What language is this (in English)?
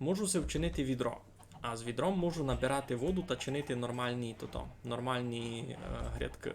Rusyn